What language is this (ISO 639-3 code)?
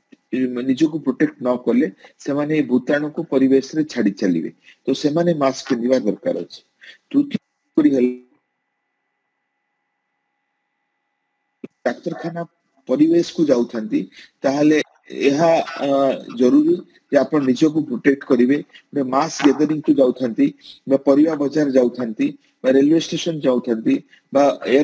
ori